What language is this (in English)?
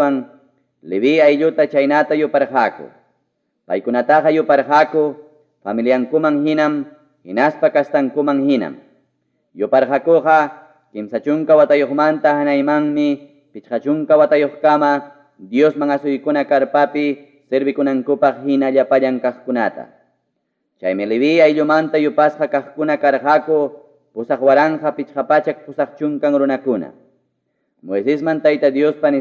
Ayacucho Quechua